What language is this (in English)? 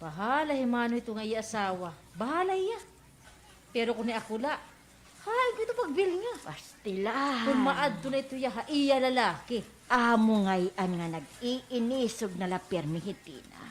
Waray